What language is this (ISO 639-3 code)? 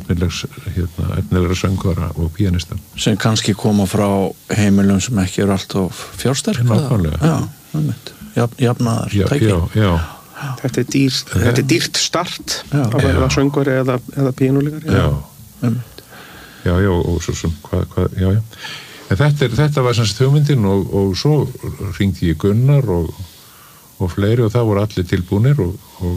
isl